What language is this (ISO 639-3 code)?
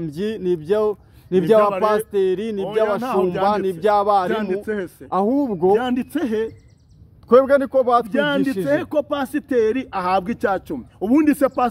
kin